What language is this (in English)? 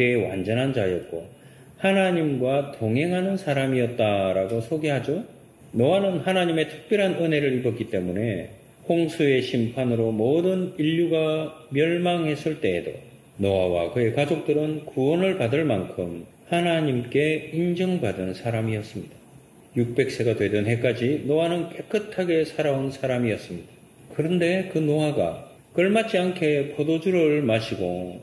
Korean